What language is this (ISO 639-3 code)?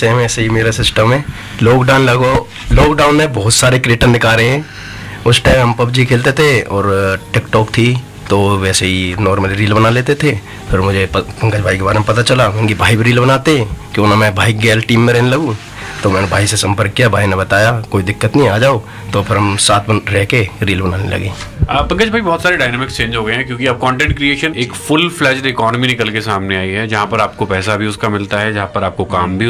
hin